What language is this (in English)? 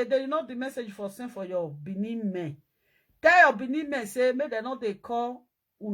Nigerian Pidgin